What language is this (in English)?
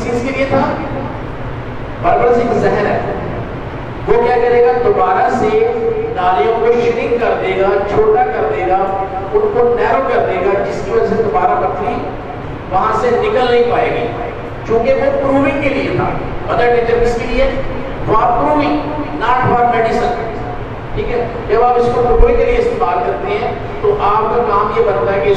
Urdu